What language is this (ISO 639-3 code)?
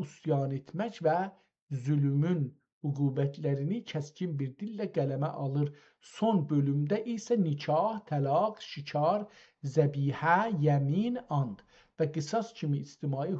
azb